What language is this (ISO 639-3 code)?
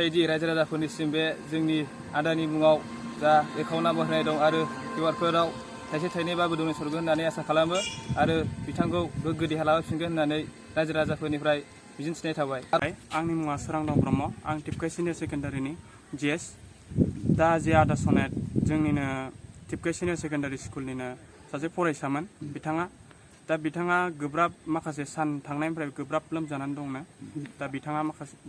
brx